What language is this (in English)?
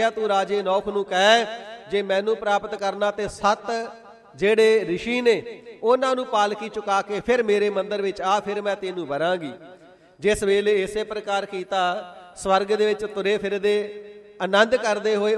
Punjabi